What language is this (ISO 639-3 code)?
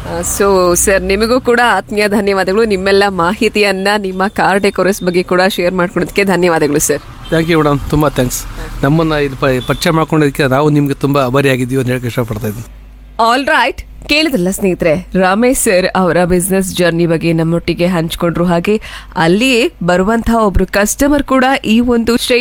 kan